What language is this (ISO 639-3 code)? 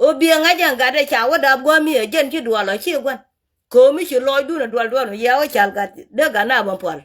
nus